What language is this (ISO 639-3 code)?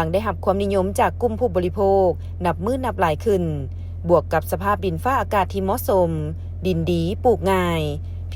lao